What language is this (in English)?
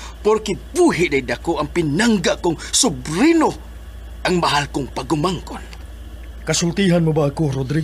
Cebuano